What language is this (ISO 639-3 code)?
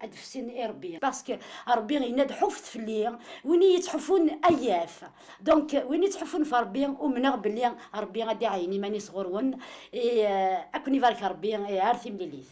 kab